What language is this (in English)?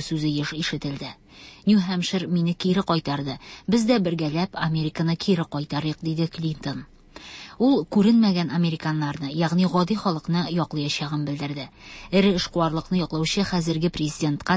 Tatar